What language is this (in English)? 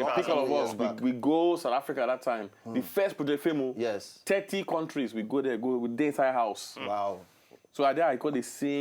Nigerian Pidgin